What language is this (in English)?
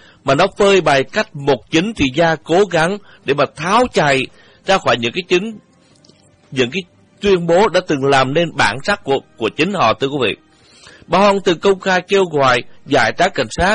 Vietnamese